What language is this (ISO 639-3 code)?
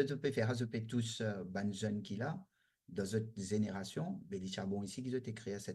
mfe